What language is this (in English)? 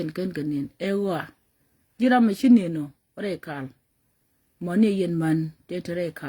Nuer